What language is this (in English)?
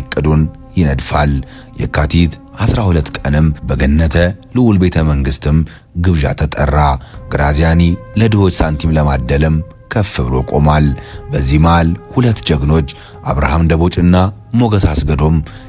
Amharic